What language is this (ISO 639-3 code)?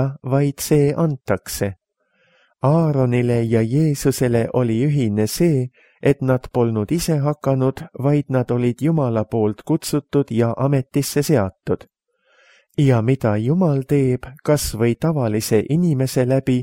est